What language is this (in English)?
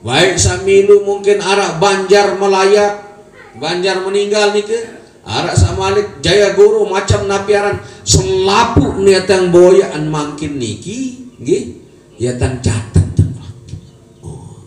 Sasak